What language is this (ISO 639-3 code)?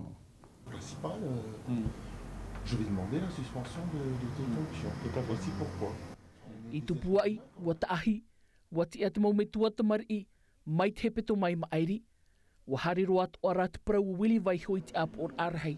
tah